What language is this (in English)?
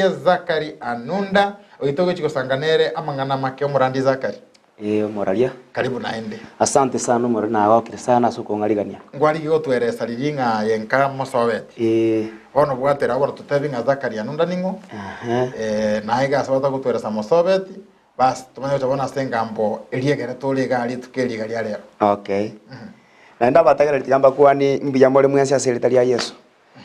Gusii